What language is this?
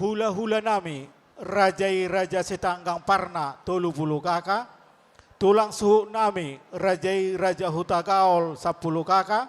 Batak Toba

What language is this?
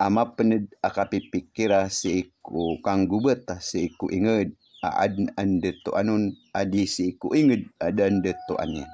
Maranao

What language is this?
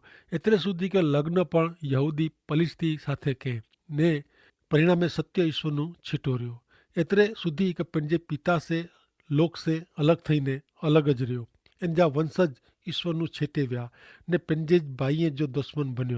Kachhi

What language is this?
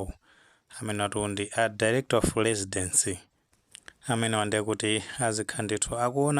Nyanja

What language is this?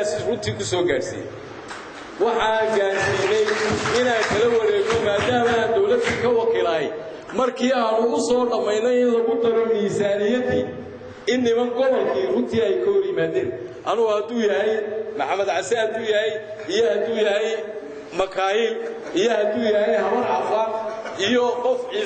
Somali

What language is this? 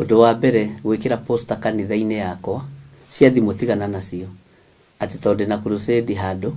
Kikuyu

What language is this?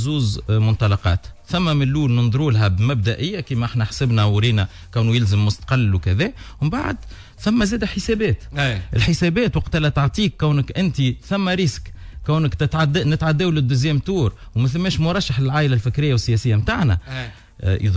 Tunisian Arabic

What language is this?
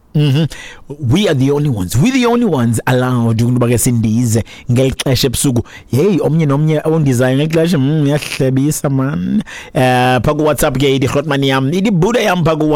Xhosa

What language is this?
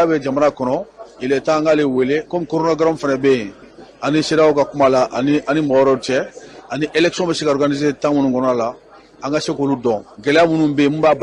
Bambara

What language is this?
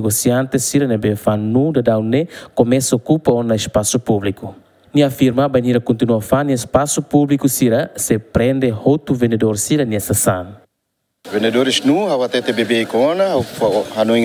Tetum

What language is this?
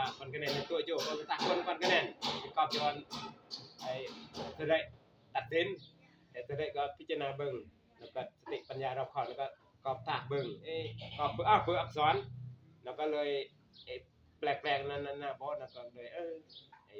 Northeastern Thai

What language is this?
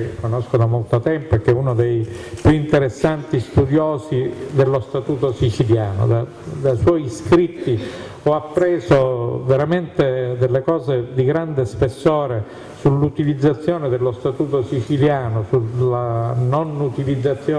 Italian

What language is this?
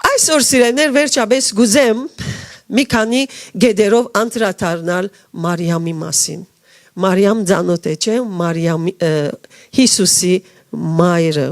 Western Armenian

